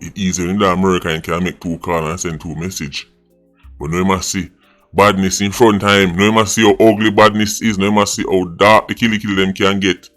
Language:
Jamaican Creole English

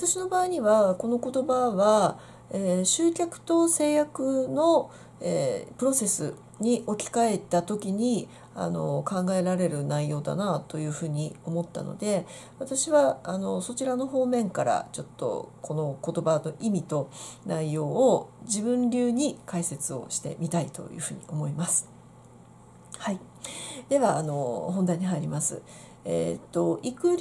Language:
Japanese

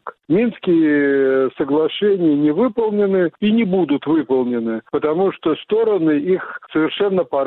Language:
Russian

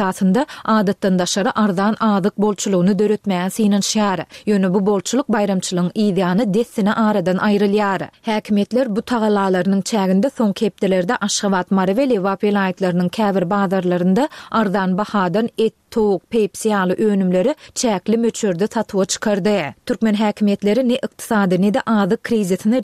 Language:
Turkmen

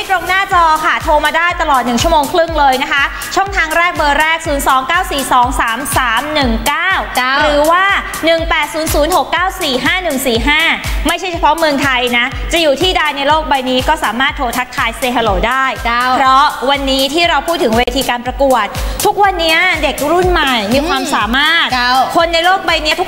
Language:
Thai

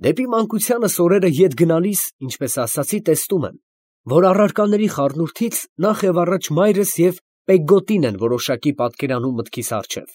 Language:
Armenian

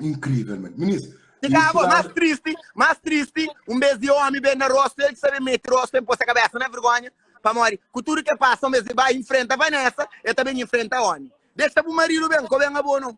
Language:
Kabuverdianu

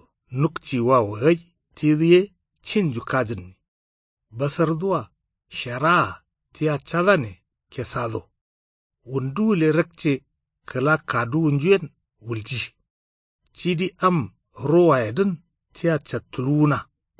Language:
Kanuri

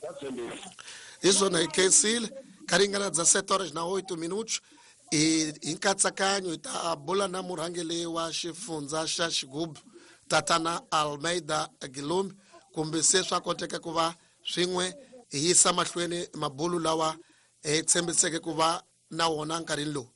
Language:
Tsonga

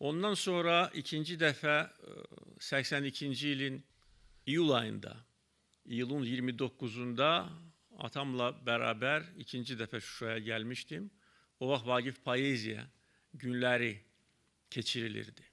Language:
Azerbaijani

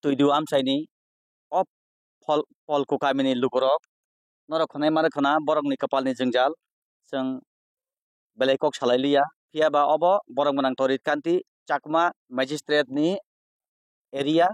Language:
Kok Borok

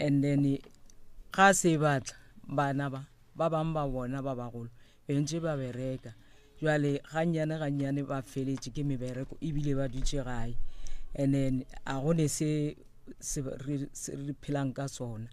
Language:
Northern Sotho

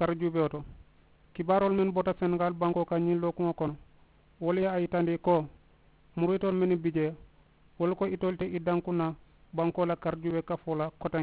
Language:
Mandingo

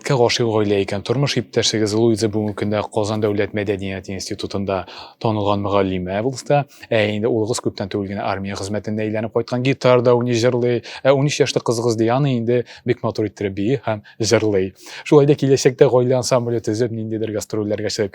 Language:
Tatar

